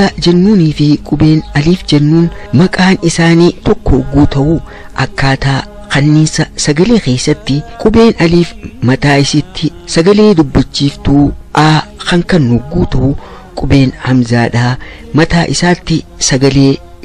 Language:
Oromo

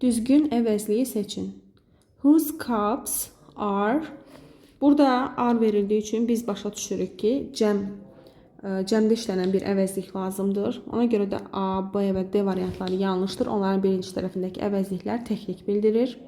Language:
Azerbaijani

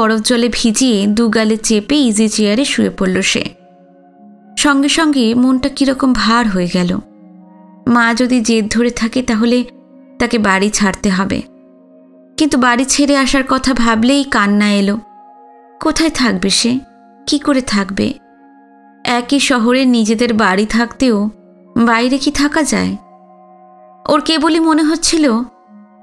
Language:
Bangla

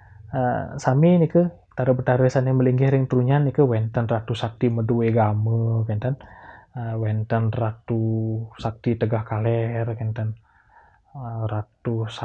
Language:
Balinese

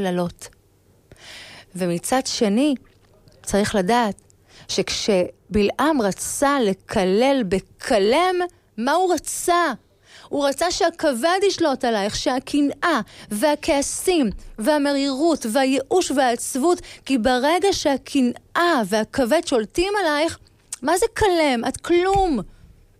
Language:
Hebrew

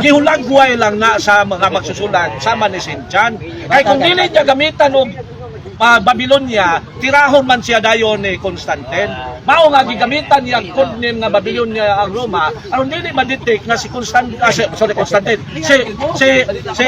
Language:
Cebuano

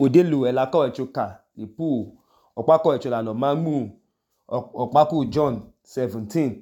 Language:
Idoma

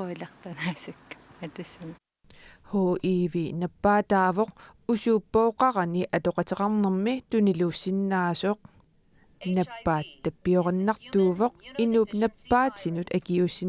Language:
Kalaallisut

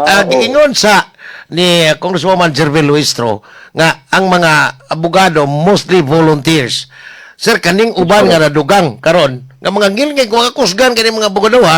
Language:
Cebuano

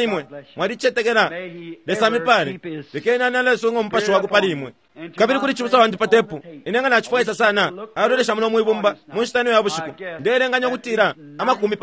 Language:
Bemba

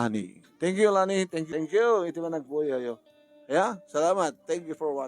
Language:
Iloko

